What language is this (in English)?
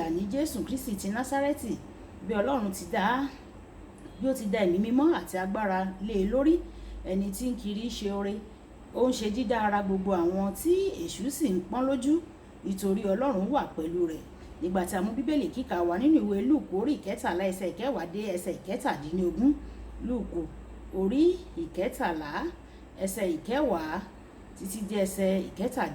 Yoruba